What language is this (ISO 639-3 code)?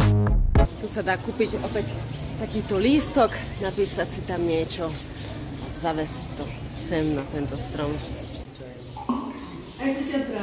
slk